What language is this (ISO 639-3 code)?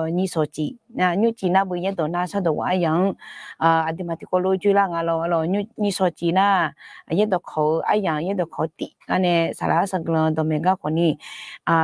ahk